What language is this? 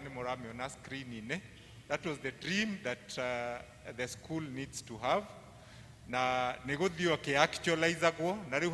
Kikuyu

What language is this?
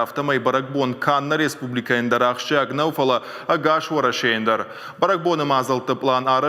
Ossetic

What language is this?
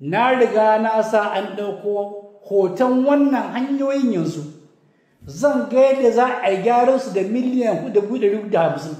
Hausa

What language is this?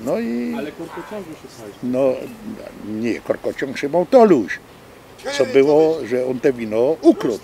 Silesian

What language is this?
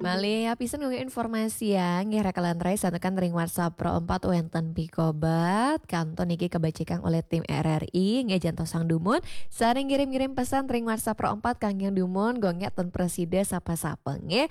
Balinese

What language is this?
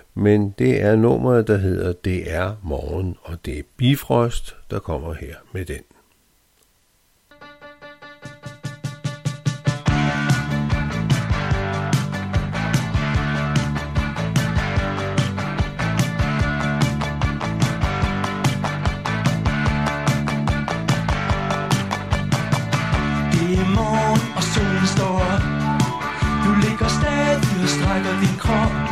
Danish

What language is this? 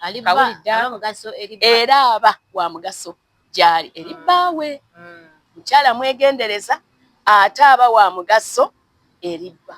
Ganda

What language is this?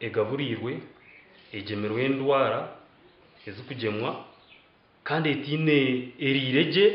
Nyankole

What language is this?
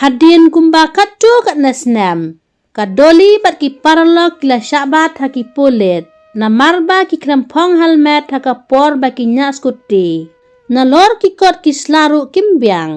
Khasi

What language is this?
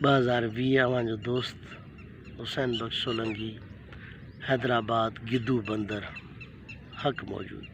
Sindhi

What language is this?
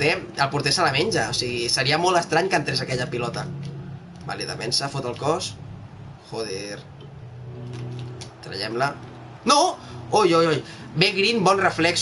Catalan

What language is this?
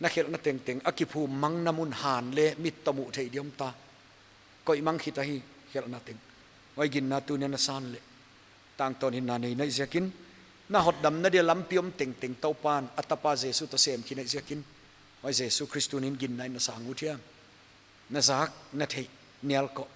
Paite Chin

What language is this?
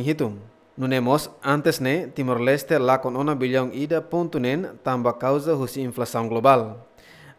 Tetum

